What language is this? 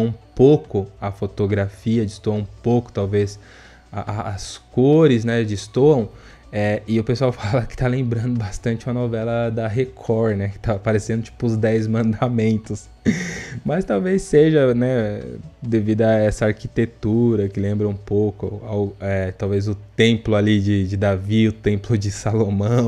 Portuguese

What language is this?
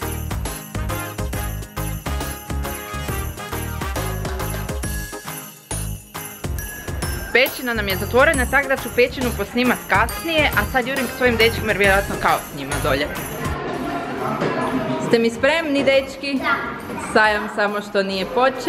Croatian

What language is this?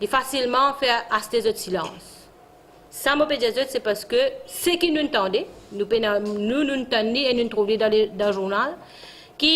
Morisyen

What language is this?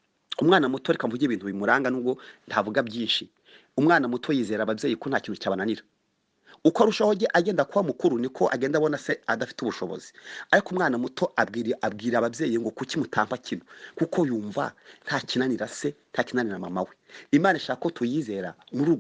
Kinyarwanda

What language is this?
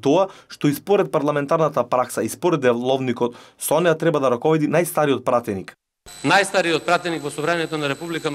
Macedonian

